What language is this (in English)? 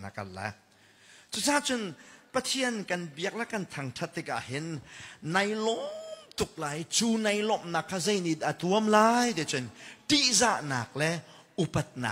Hakha Chin